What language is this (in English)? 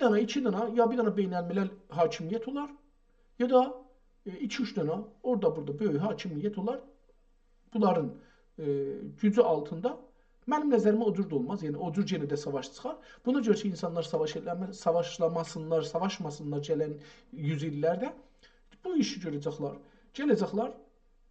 South Azerbaijani